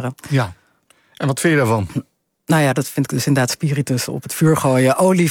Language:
Dutch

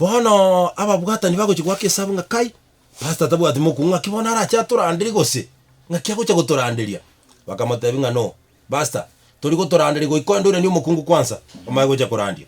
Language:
Gusii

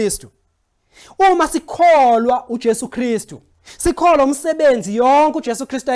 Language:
Zulu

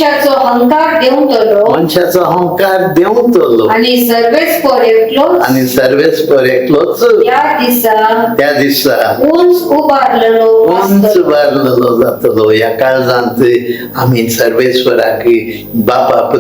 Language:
Konkani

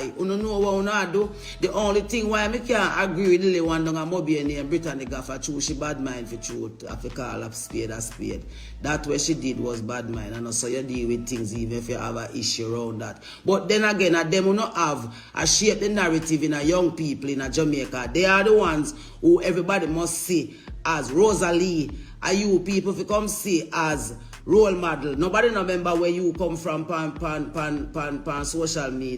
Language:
Jamaican Creole English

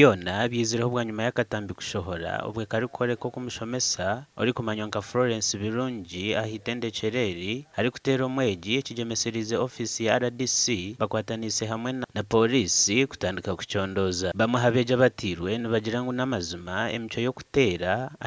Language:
Nyankole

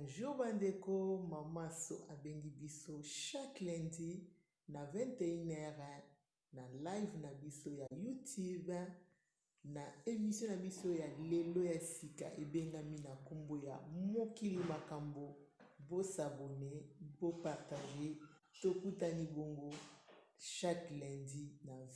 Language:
Lingala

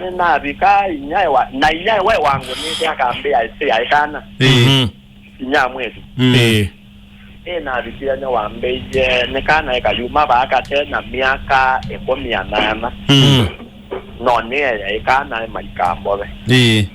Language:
Kamba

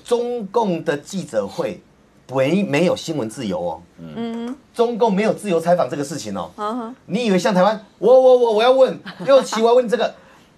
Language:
Chinese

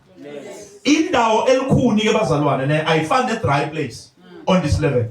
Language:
Zulu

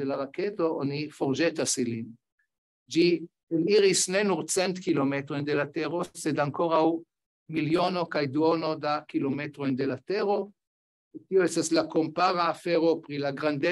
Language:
Esperanto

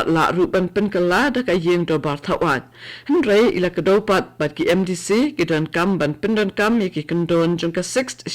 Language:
Khasi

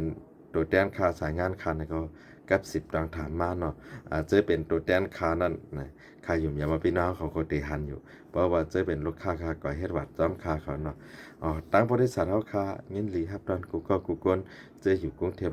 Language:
Shan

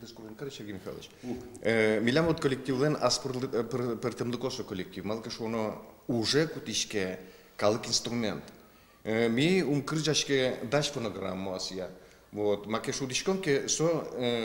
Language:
Udmurt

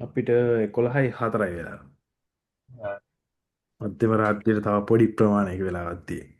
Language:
Sinhala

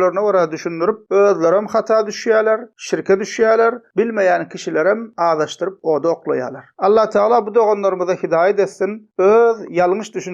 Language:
Turkmen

